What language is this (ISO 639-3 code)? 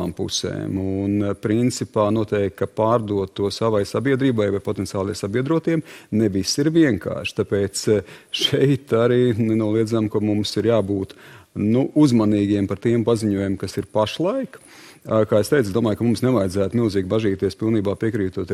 lav